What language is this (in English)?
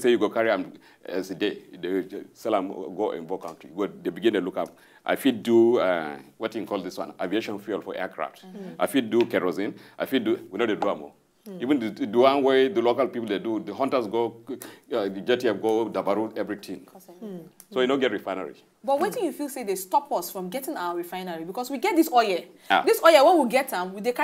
Nigerian Pidgin